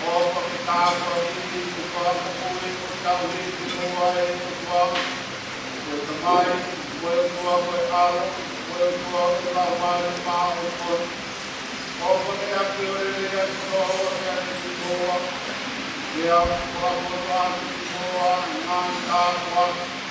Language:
Tongan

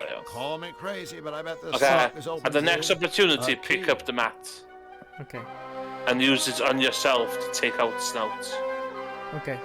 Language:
Welsh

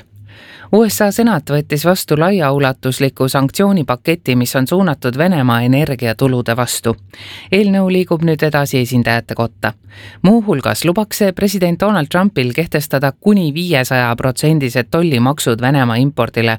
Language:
Estonian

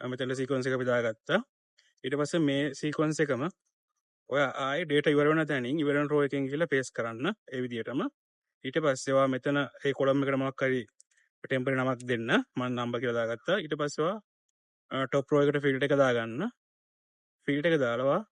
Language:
Sinhala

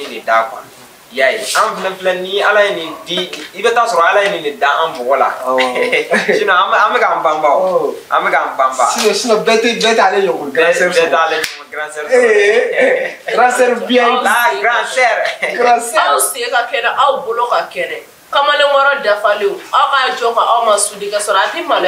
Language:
Bambara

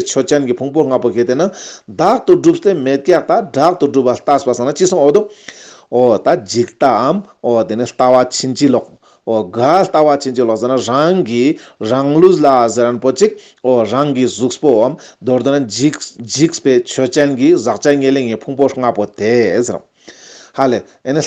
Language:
Ladakhi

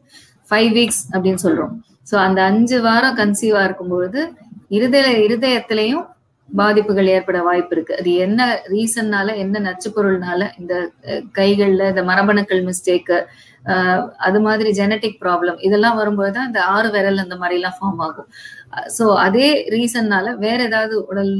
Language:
Tamil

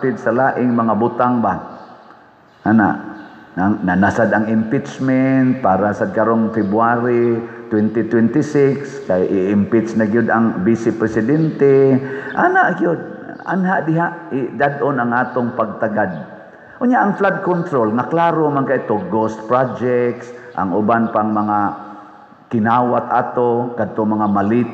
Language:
Cebuano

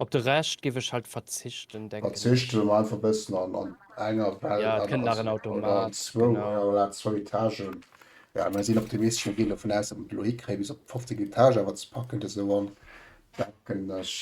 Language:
Luxembourgish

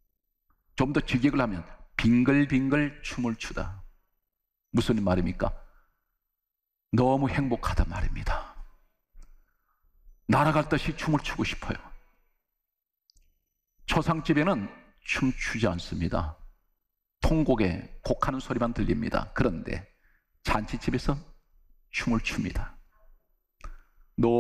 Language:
Korean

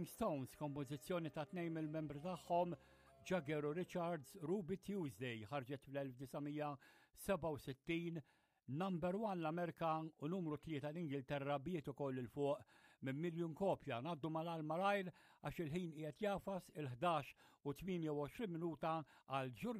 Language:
Maltese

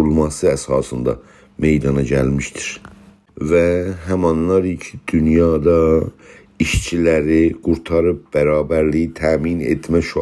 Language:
South Azerbaijani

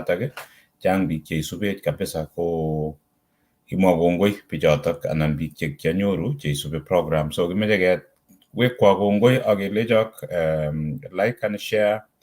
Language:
Kalenjin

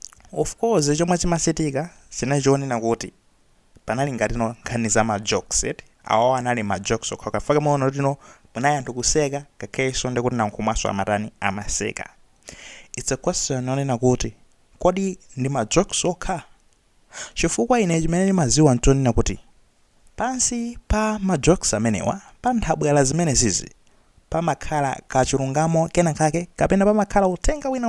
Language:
Nyanja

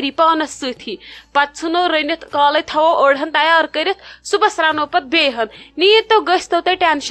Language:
Kashmiri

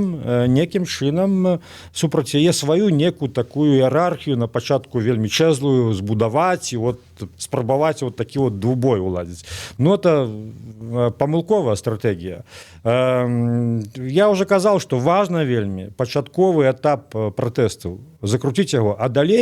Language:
Belarusian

